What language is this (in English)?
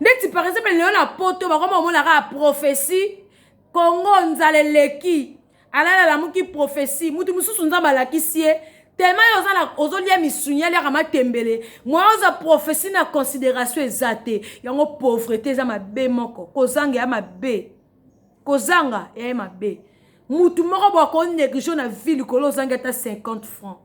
Lingala